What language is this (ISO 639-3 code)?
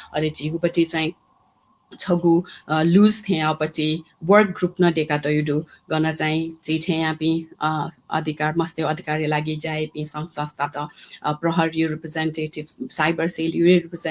new